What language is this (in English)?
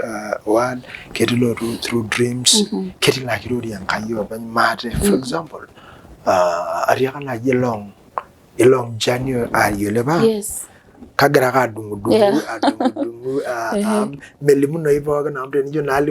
Masai